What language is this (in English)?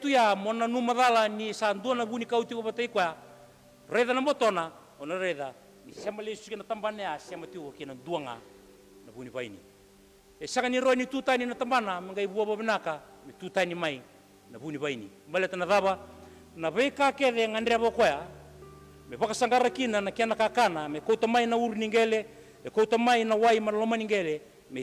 Fijian